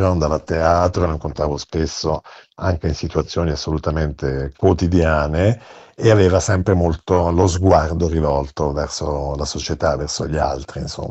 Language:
Italian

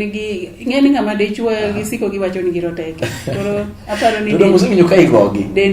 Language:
Luo (Kenya and Tanzania)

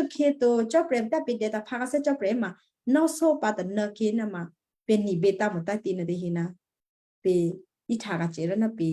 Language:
Western Kayah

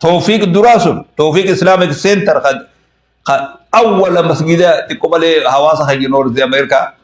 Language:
Oromo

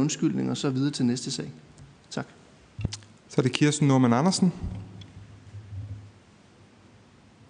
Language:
Danish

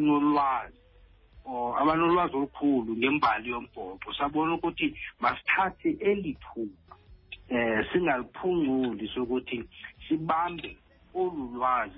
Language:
Xhosa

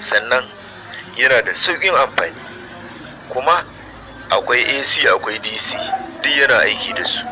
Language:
Hausa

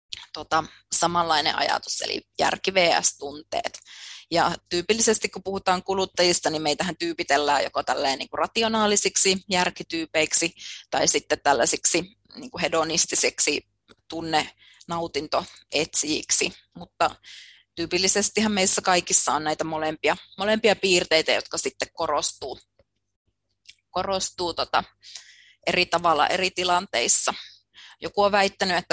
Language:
Finnish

